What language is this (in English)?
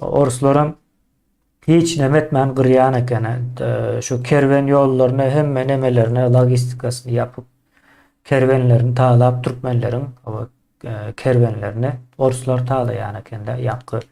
Turkmen